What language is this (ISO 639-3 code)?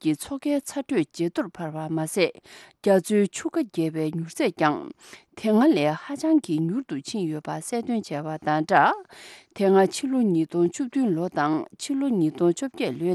bod